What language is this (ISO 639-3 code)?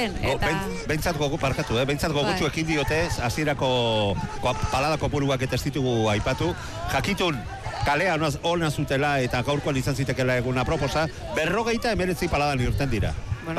eus